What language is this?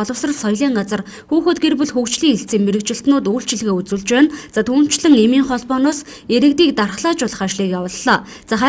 Mongolian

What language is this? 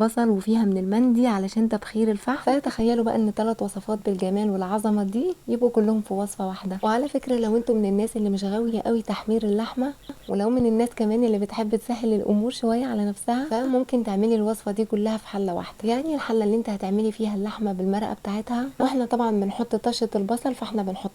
Egyptian Arabic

